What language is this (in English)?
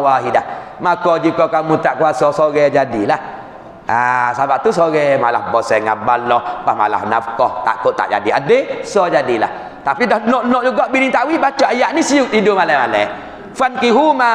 Malay